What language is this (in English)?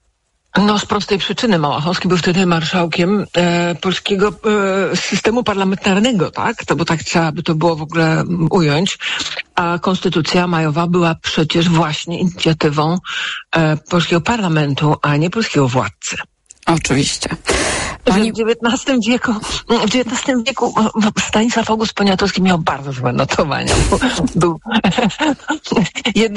Polish